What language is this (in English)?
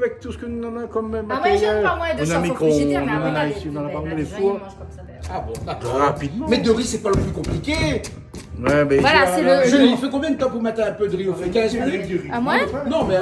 Réunion Creole French